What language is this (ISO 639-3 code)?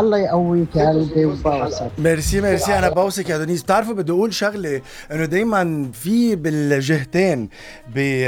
apc